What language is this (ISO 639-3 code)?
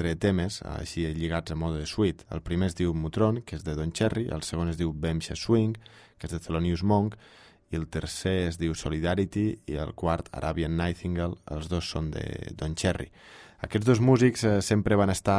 cat